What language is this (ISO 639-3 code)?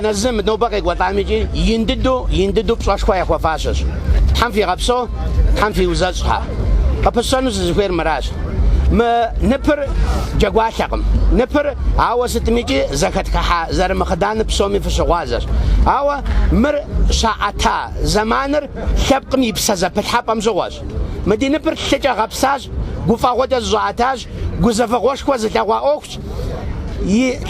kbd